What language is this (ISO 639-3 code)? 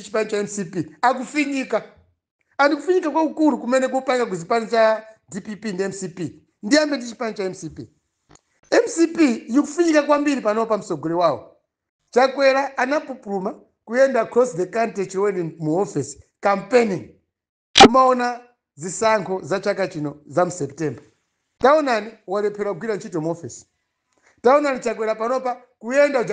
nya